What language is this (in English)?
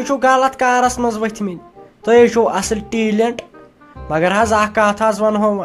Kashmiri